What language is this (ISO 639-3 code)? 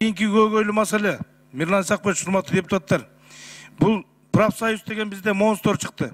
kir